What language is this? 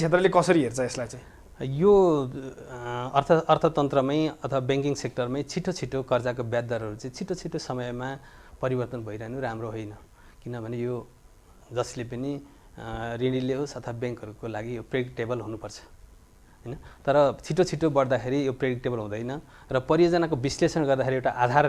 Nepali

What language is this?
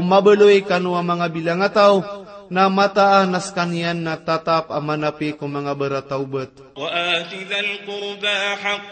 Maranao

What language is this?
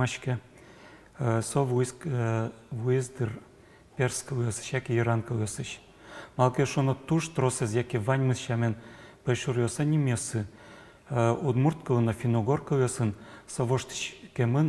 Udmurt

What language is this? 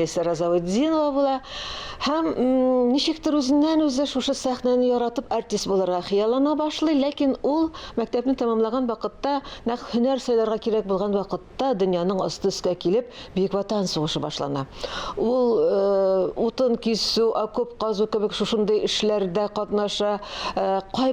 Tatar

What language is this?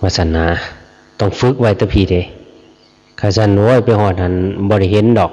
Lao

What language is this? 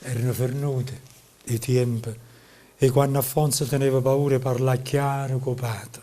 Neapolitan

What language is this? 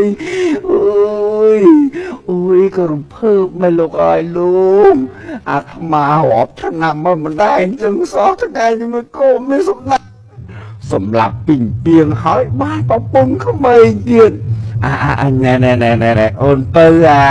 Khmer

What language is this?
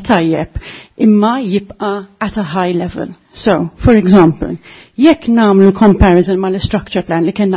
Maltese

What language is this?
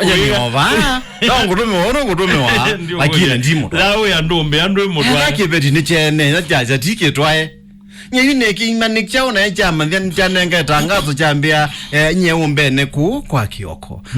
Kamba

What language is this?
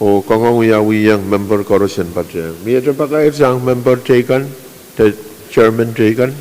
Pohnpeian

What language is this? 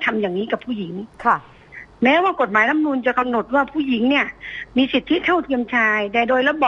Thai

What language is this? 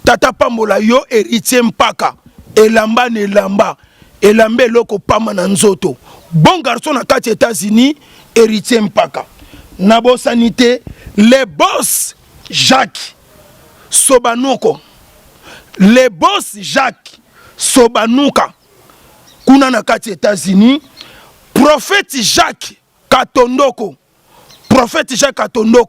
Lingala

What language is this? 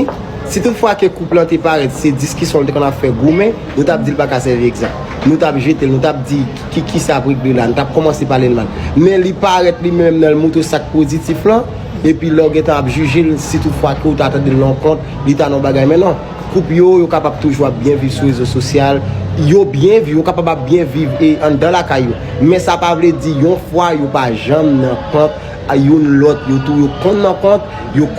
Haitian Creole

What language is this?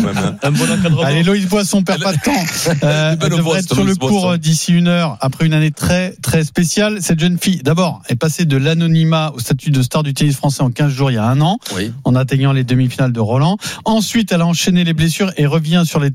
French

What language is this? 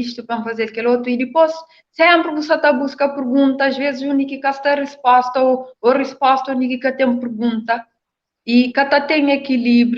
Kabuverdianu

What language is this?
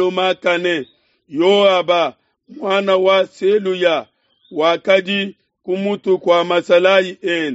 Luba-Lulua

